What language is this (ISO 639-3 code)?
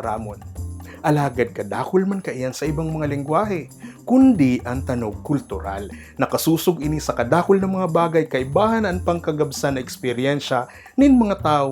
bik